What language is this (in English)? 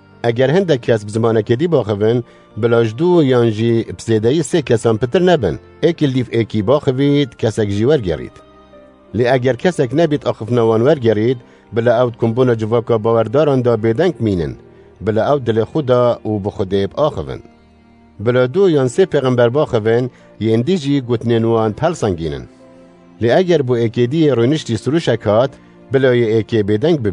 Kurdish